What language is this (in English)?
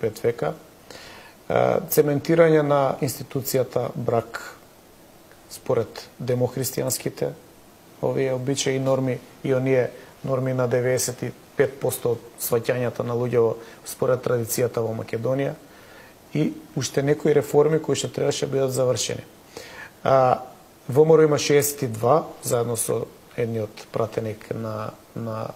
Macedonian